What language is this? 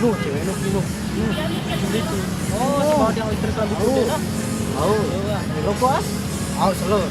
Sasak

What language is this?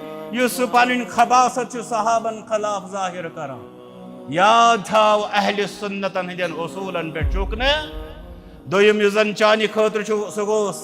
Kashmiri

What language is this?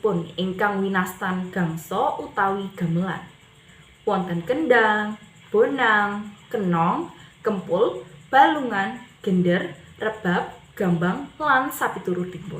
Javanese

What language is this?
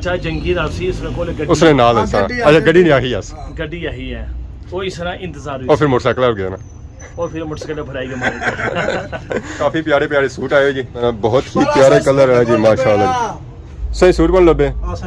Pahari-Potwari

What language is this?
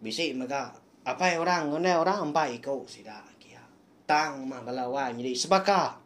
Iban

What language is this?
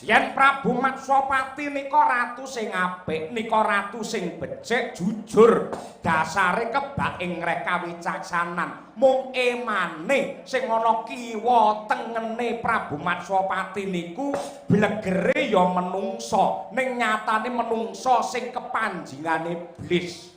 Javanese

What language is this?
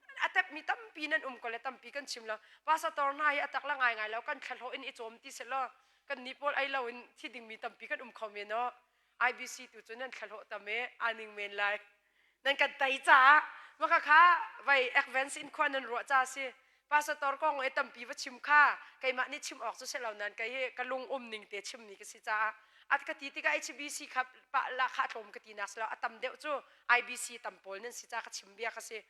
Hakha Chin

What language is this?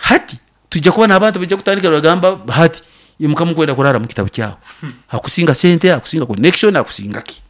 Nyoro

